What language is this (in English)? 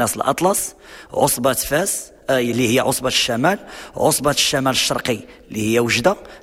Moroccan Arabic